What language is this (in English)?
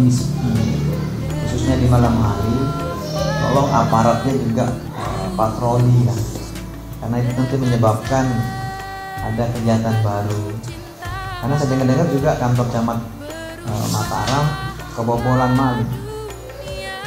Indonesian